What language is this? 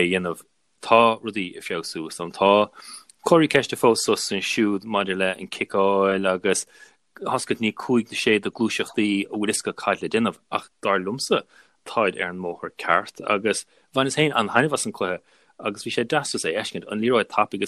Irish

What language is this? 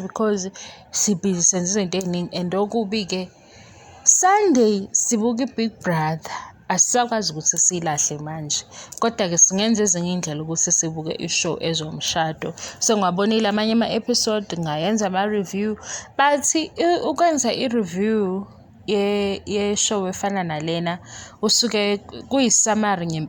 Zulu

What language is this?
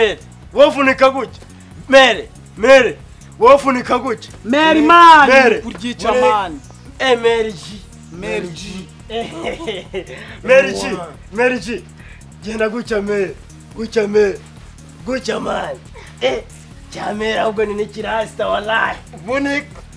Kinyarwanda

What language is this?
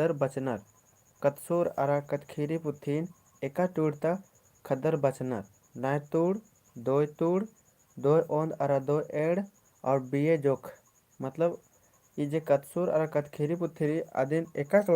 Kurukh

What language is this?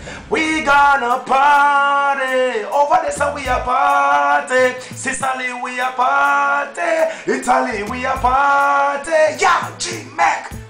Jamaican Creole English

